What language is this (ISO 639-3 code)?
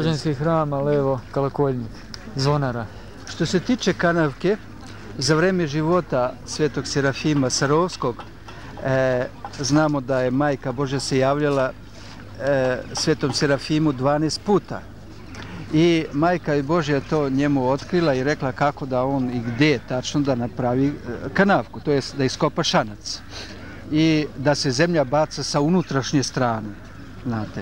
srp